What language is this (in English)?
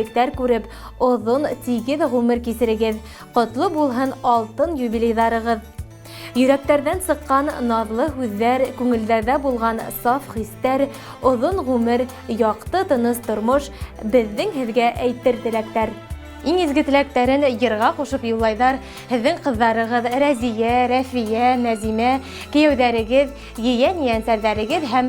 Bashkir